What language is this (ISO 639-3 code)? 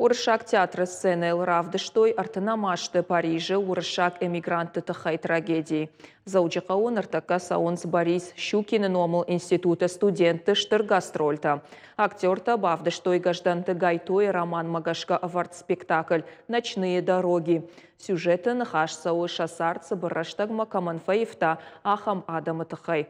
oss